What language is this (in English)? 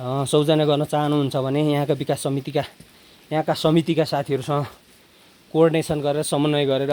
Nepali